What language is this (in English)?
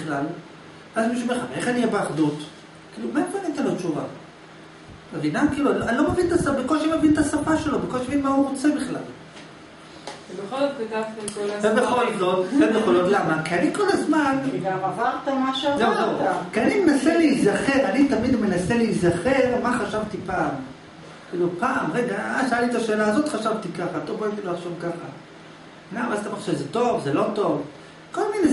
Hebrew